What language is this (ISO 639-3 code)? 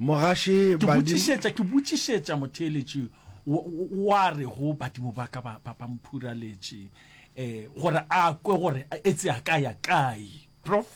nso